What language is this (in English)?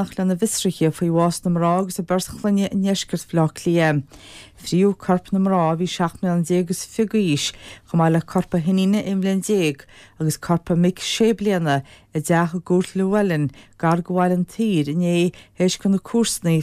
Irish